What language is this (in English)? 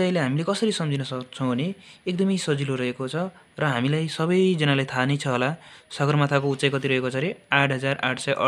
Nepali